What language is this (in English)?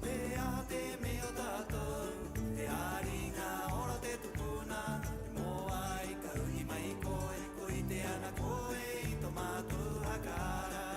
Rapanui